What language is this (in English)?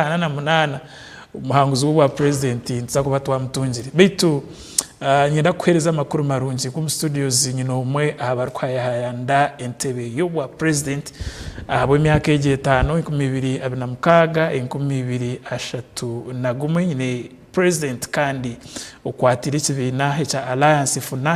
Nyankole